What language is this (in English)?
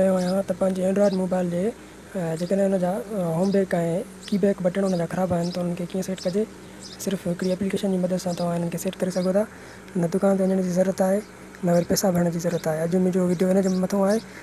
Sindhi